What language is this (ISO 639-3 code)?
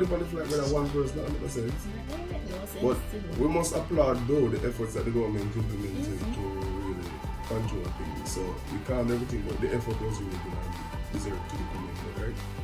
jam